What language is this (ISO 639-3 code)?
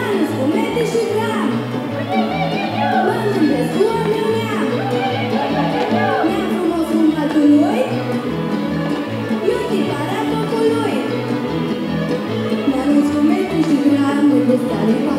ron